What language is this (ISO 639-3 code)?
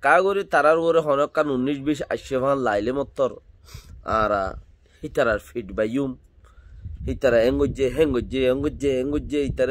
rhg